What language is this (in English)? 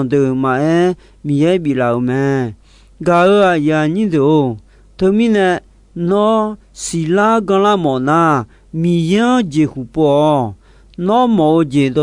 Akha